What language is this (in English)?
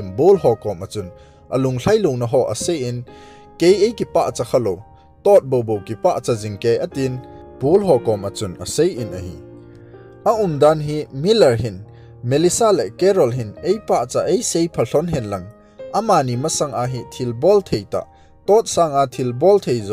Thado Chin